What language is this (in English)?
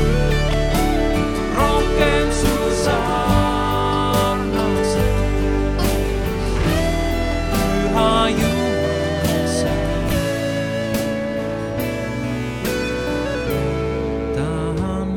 Estonian